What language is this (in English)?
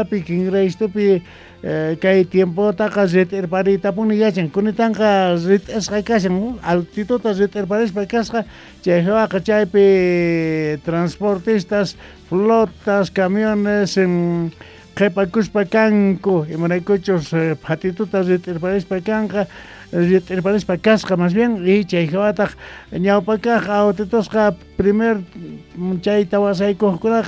South Bolivian Quechua